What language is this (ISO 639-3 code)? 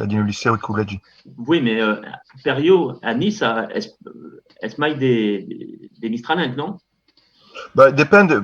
oci